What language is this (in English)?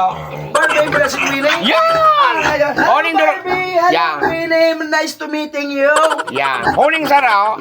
Bikol